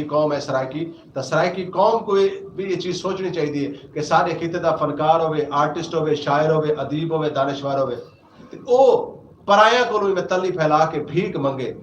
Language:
Saraiki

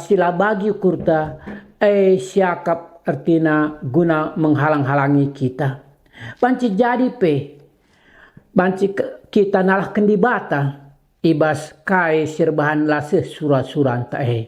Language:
Batak Karo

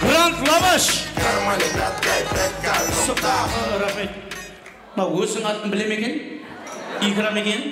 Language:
Kara-Kalpak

